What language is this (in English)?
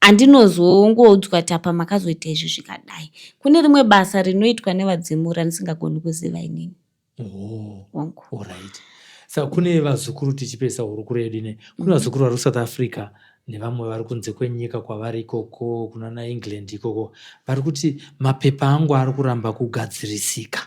Shona